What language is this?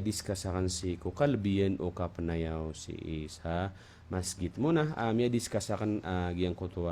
Maranao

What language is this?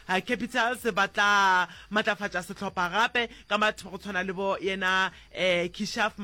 Northern Sotho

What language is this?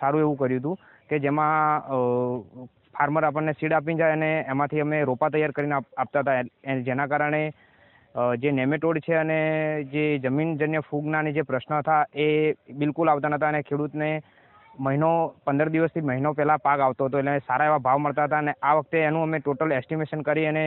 Gujarati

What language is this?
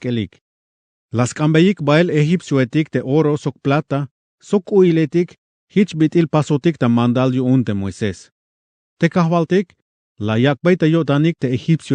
Tzeltal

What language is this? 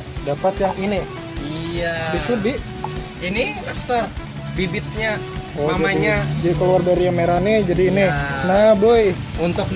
Banjar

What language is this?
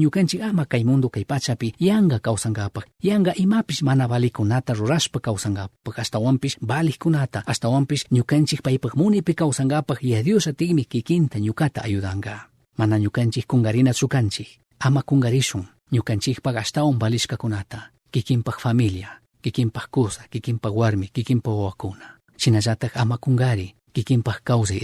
Chimborazo Highland Quichua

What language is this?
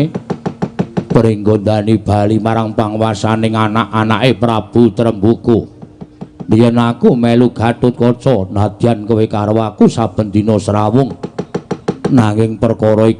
Javanese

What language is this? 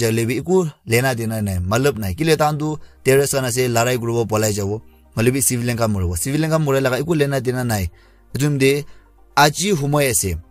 Naga Pidgin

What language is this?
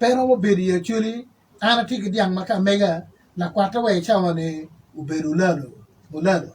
Acoli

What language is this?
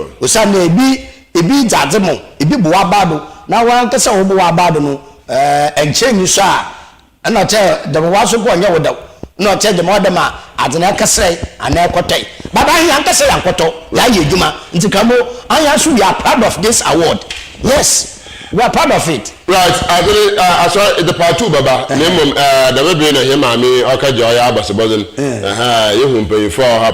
Akan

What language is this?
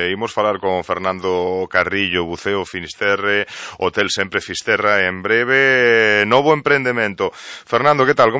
Galician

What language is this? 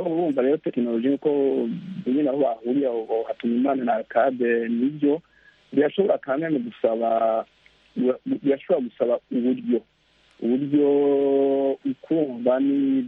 Kinyarwanda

